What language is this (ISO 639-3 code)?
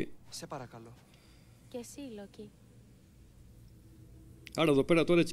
ell